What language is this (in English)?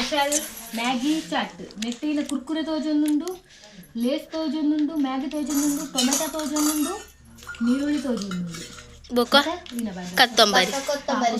Tulu